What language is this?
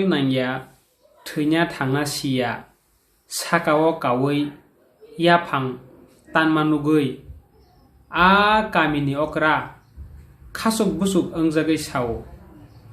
Kok Borok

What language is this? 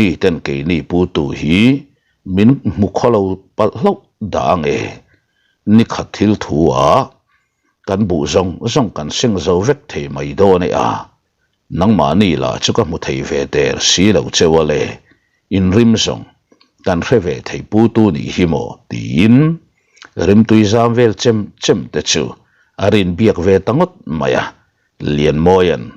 Mizo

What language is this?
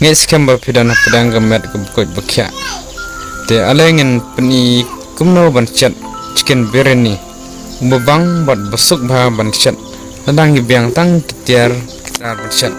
Khasi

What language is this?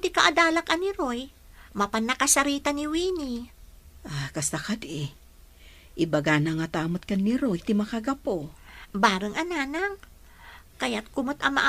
Iloko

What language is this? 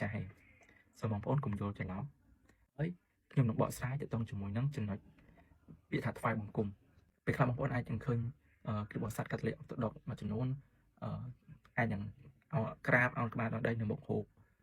Khmer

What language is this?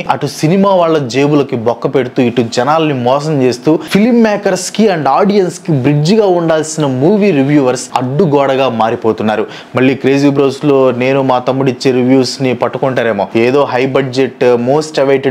Telugu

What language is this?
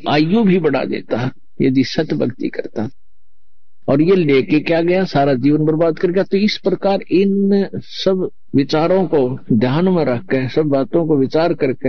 Hindi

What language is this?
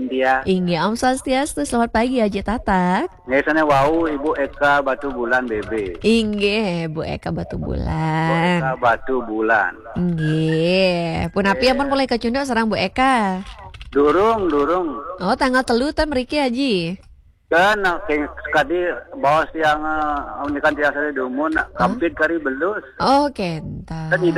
Balinese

